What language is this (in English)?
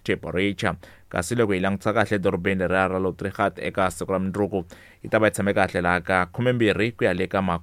Tsonga